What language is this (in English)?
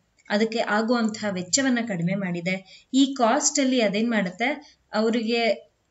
Kannada